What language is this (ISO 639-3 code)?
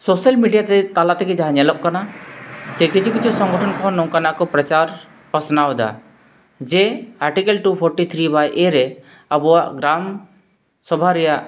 sat